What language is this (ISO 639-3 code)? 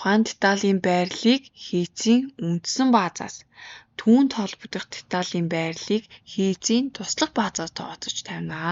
mon